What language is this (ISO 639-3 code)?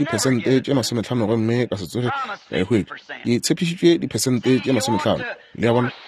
nso